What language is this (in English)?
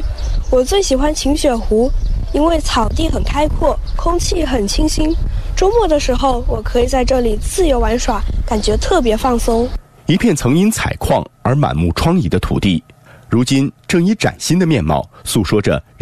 Chinese